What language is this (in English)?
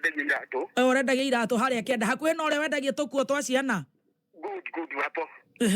Kikuyu